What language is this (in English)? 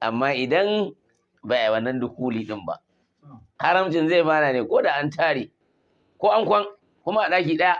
Hausa